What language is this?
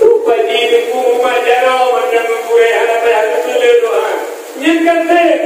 Achinese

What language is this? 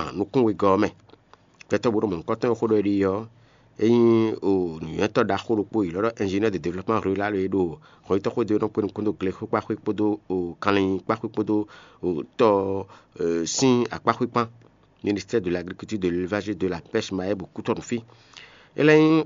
Fon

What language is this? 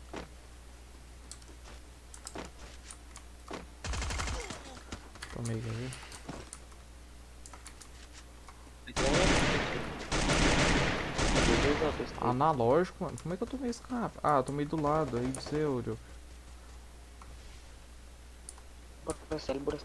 Portuguese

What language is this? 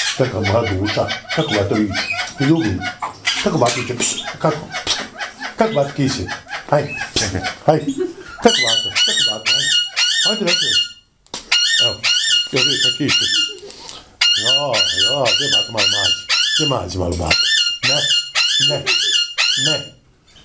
Bosnian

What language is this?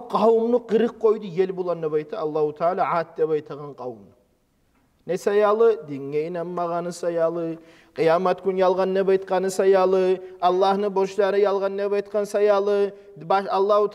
Kumyk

